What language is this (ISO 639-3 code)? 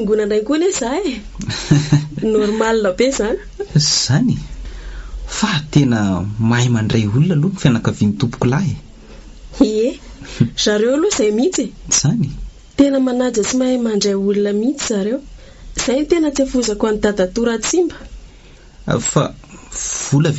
mlg